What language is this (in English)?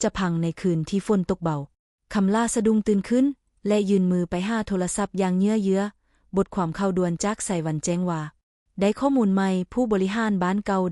Lao